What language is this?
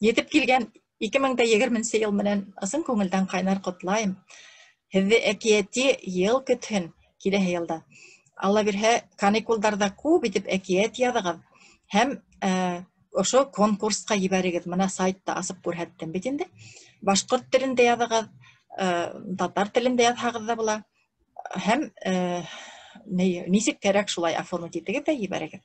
Bashkir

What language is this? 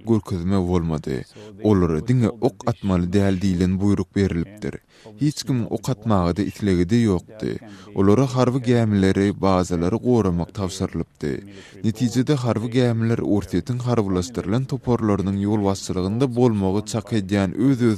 Turkmen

